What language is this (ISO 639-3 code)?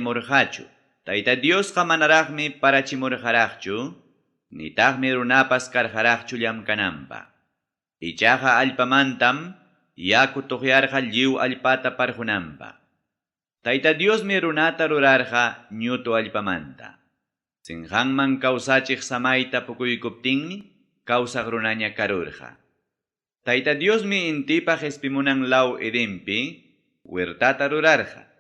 quy